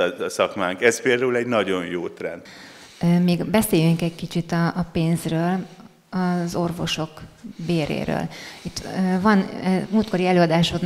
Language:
Hungarian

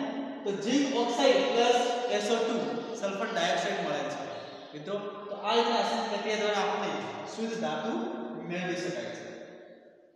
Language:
Gujarati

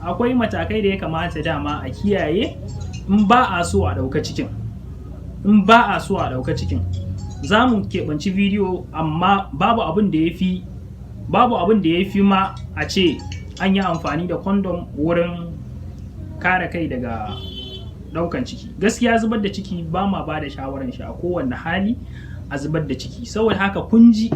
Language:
Hausa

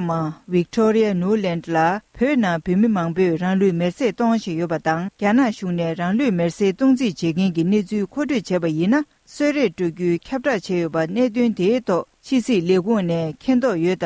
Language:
Tibetan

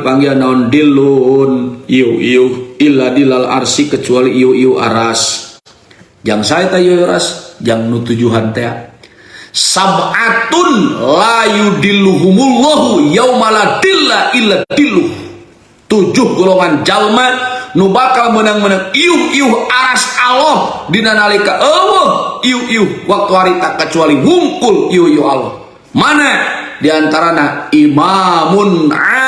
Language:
Sundanese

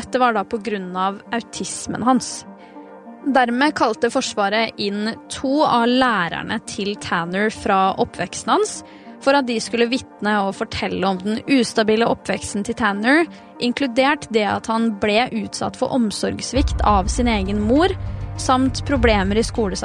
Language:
Norwegian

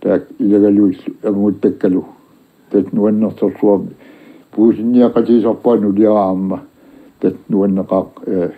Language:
Kalaallisut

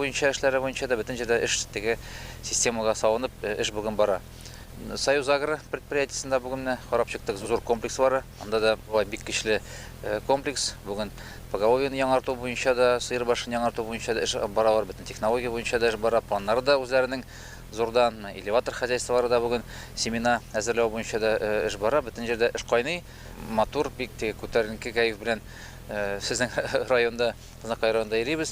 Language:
Tatar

